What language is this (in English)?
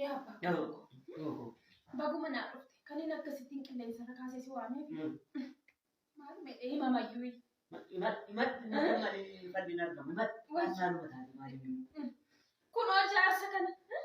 Oromo